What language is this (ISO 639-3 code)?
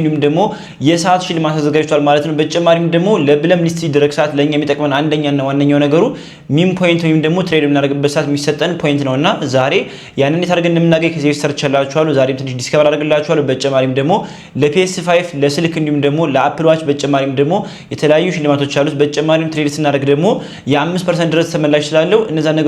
amh